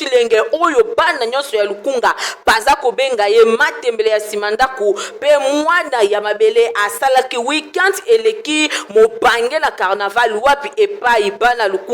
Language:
Lingala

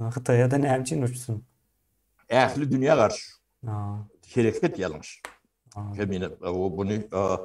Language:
Turkmen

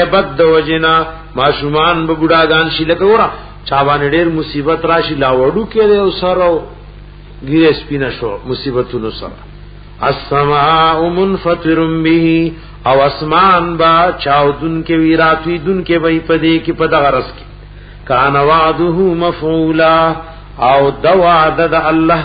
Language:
Pashto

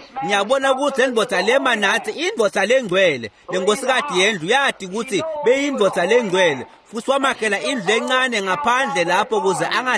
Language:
Swati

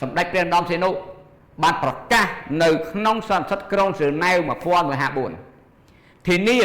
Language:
Khmer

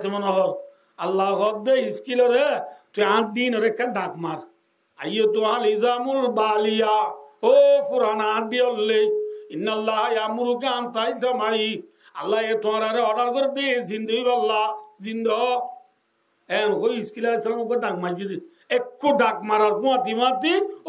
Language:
Rohingya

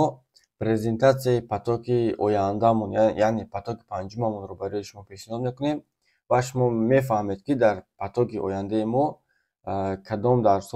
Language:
Tajik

